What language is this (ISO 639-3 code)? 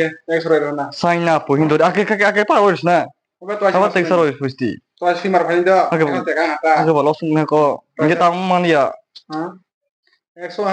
trp